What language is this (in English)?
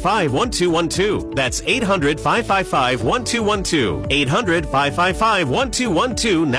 English